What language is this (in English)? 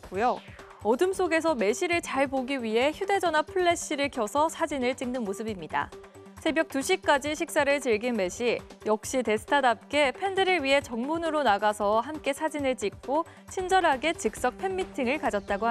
Korean